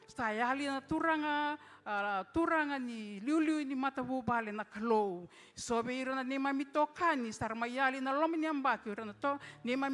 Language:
Fijian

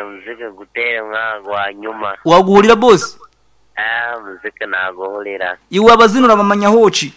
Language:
Nyankole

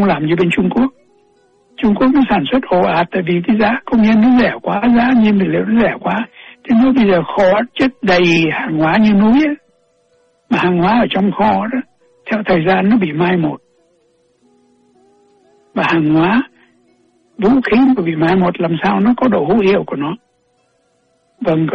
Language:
Vietnamese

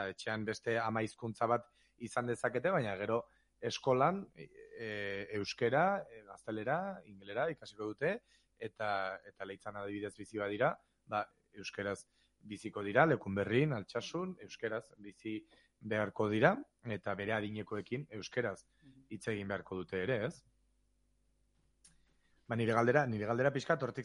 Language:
Basque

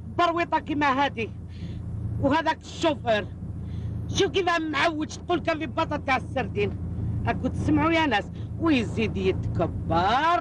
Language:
Algerian Arabic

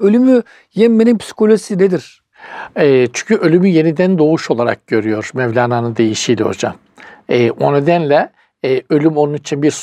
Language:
Turkish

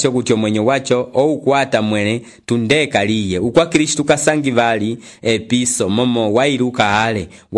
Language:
Umbundu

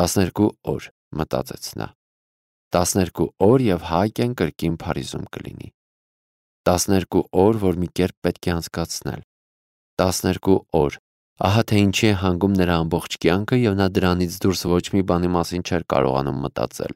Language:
Armenian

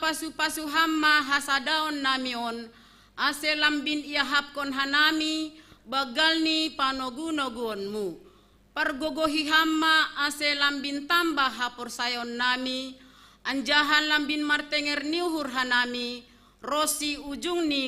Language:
Batak Simalungun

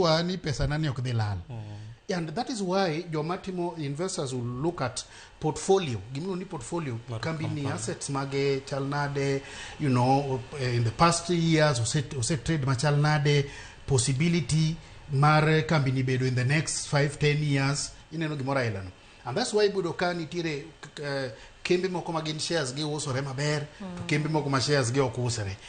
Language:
Luo (Kenya and Tanzania)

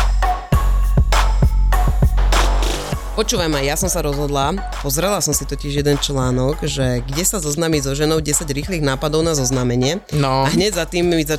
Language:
Slovak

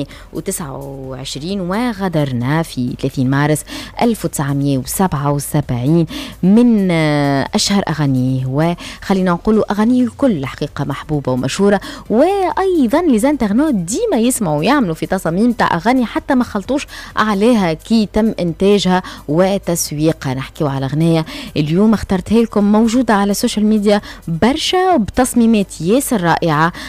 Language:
Tunisian Arabic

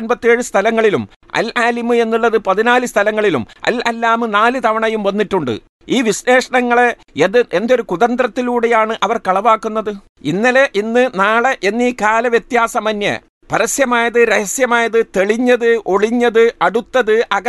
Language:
Malayalam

